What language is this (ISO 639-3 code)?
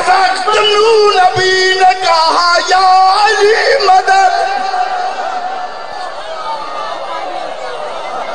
urd